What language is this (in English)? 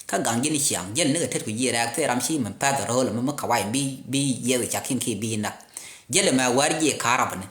Nuer